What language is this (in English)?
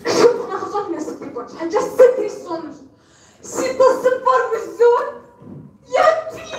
Kabardian